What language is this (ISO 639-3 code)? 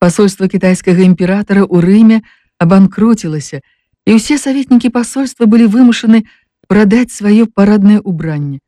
bel